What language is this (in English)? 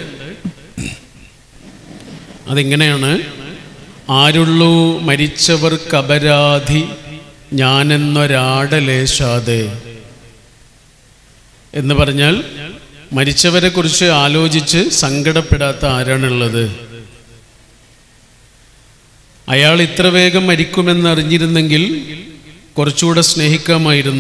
Malayalam